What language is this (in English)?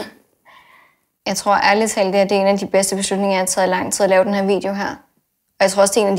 Danish